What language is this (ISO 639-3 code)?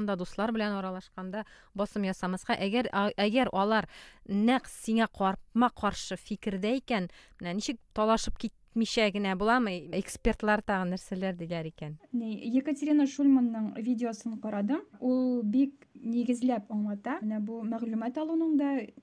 tat